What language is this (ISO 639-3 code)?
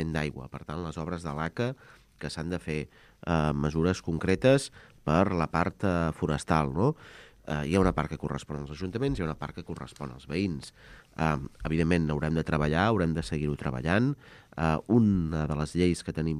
cat